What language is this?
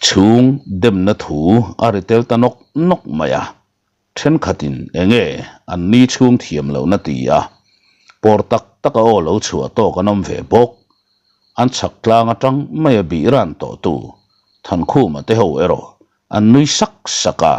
Mizo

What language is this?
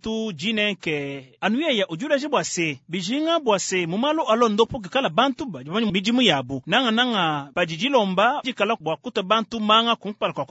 Luba-Lulua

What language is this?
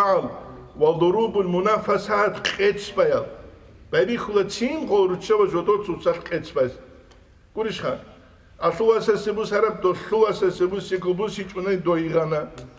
Avaric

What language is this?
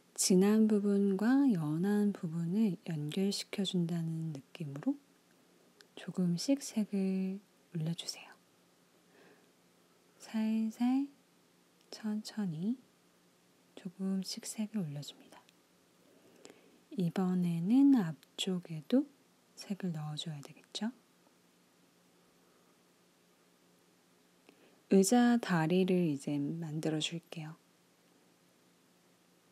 Korean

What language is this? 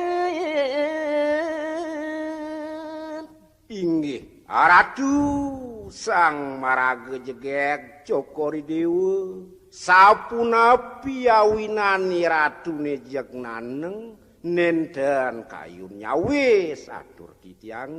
Balinese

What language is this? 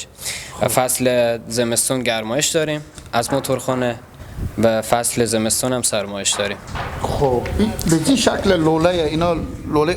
Hazaragi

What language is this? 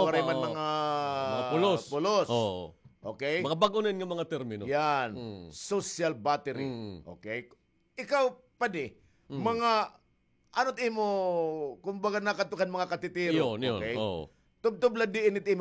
Waray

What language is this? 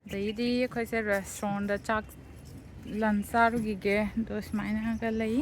Manipuri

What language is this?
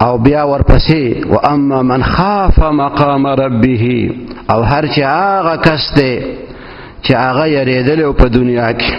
Pashto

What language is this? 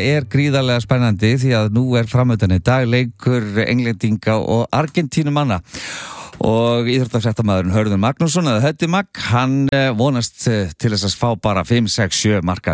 Icelandic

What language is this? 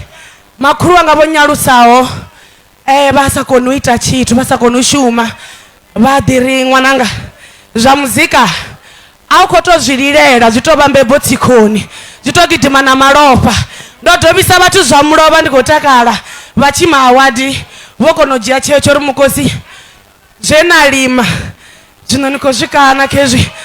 Venda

